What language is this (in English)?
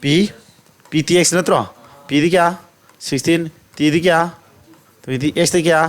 Manipuri